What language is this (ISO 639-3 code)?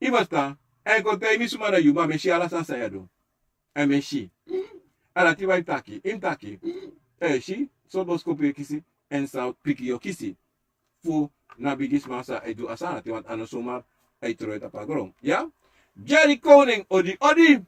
srn